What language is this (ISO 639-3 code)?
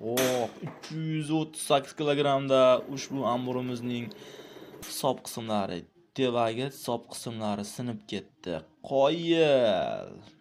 uzb